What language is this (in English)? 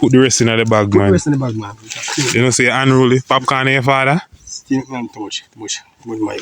Jamaican Creole English